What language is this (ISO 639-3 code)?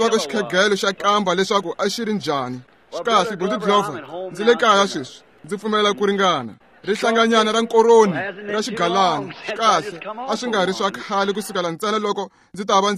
tso